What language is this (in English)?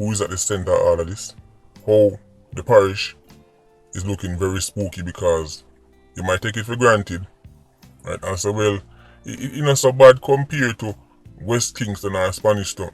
Jamaican Creole English